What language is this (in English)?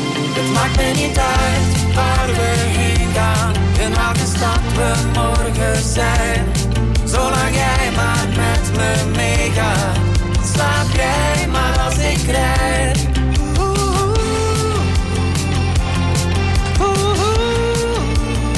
Dutch